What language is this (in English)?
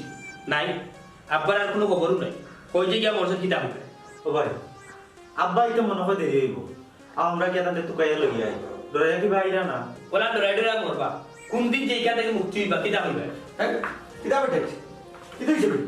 Sylheti